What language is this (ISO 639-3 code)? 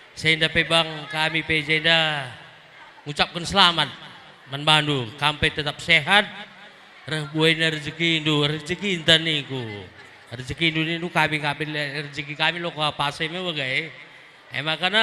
btx